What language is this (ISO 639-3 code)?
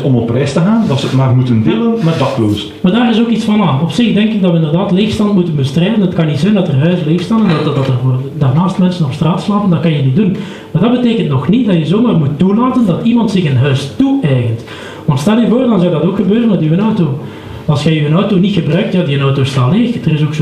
nld